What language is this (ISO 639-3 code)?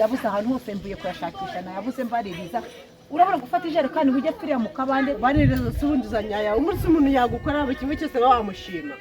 kin